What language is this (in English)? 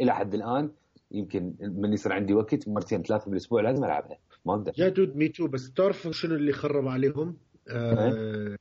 Mesopotamian Arabic